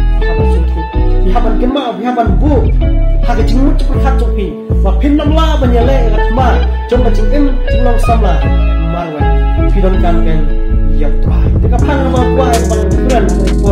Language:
Khasi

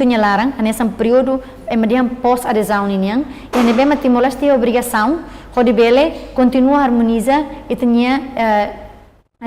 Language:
Tetum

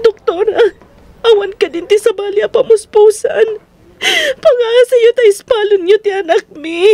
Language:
Iloko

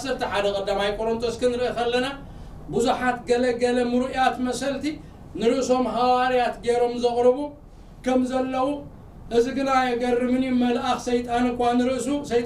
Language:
Tigrinya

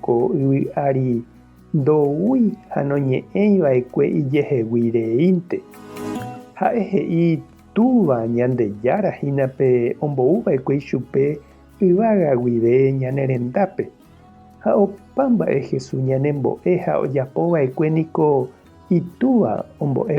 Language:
Guarani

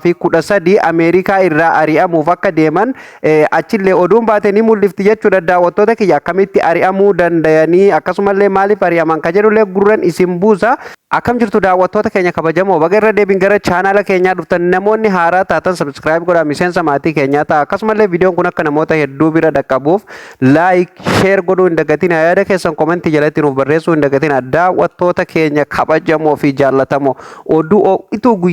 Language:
Oromo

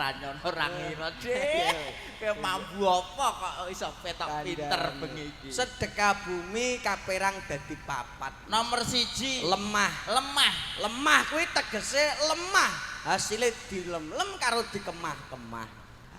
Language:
Javanese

